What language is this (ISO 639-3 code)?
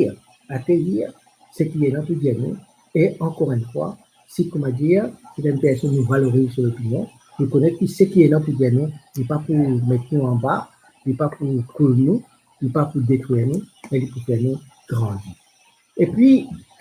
mfe